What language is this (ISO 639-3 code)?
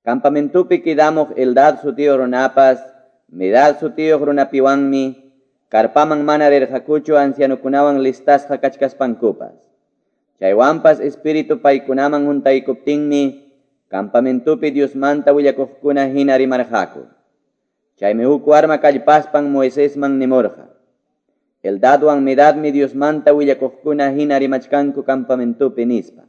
que